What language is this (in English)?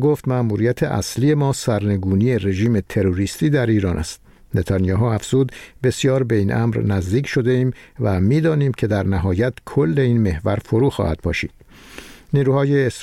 Persian